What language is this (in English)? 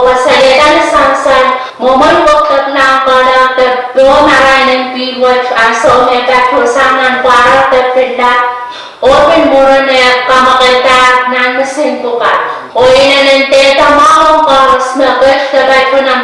Pohnpeian